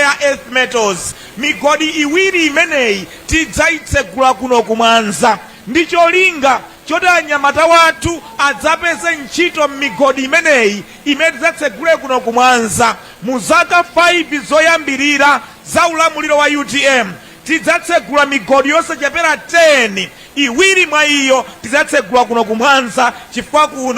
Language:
Nyanja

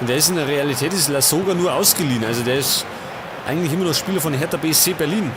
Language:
Bavarian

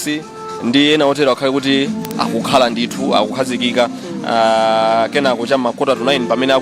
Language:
Nyanja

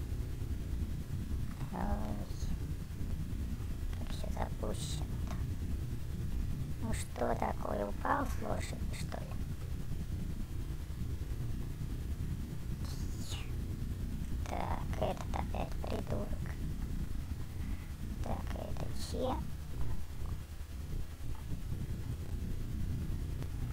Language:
Russian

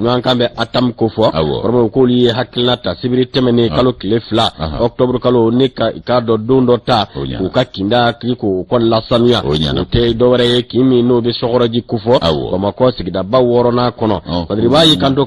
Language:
Bambara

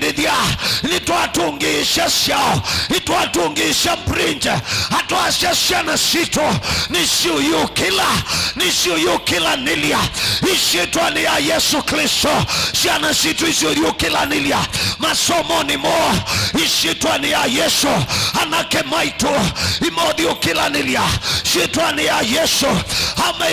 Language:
Kamba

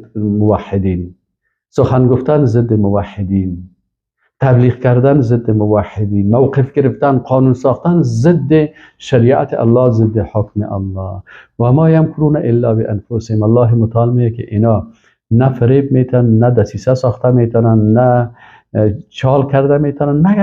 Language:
Persian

